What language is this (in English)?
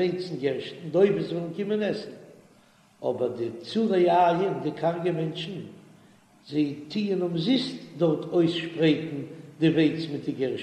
Yiddish